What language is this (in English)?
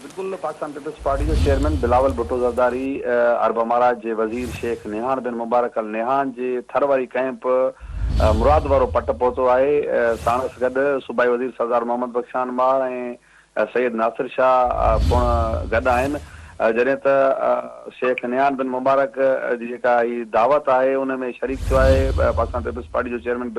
Sindhi